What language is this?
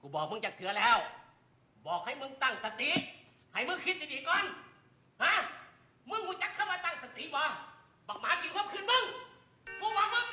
Northeastern Thai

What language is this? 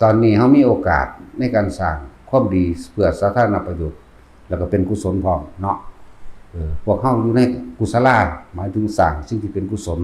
Northeastern Thai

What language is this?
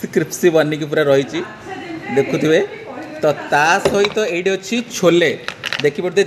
Odia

